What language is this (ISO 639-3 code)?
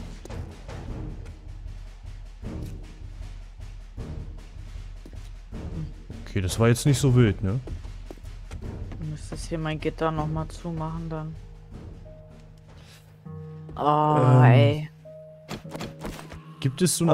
deu